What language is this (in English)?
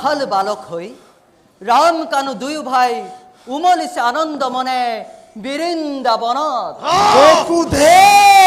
Assamese